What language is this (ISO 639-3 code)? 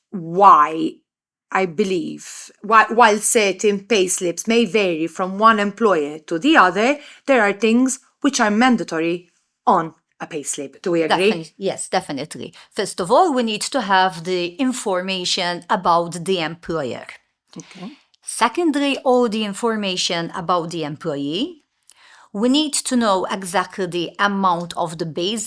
eng